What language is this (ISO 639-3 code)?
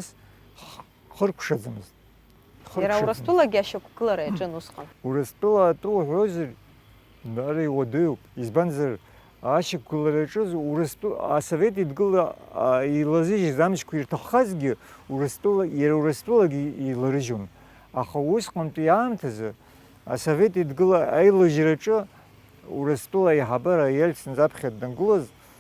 abk